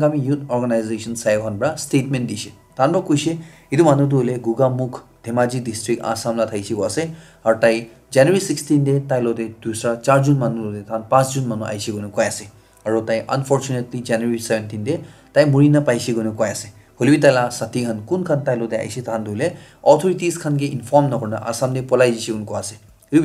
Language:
Naga Pidgin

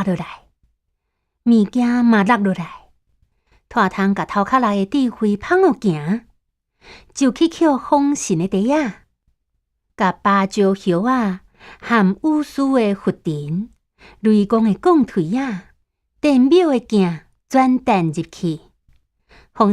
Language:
Min Nan Chinese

